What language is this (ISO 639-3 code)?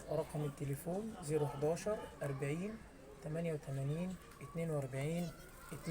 arz